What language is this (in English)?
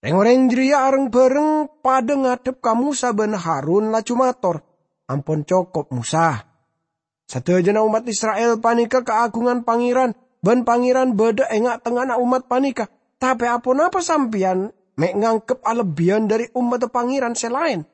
Madurese